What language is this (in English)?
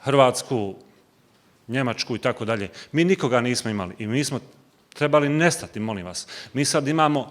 Bosnian